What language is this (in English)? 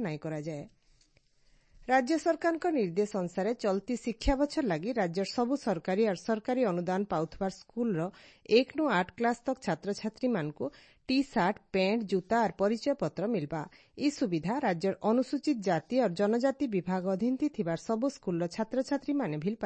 Odia